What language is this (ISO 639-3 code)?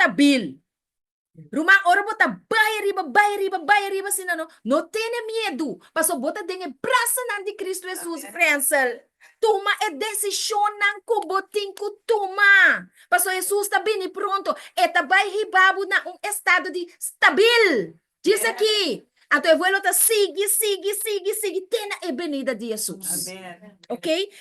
pap